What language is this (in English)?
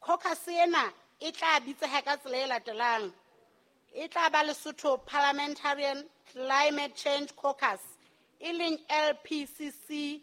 Southern Sotho